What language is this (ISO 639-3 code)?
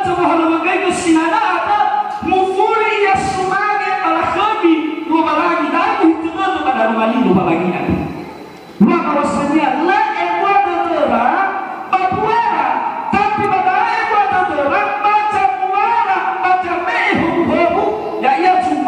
nia